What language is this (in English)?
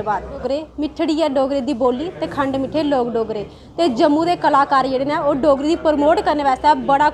Dogri